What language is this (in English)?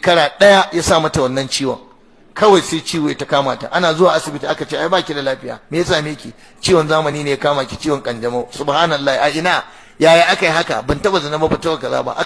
Hausa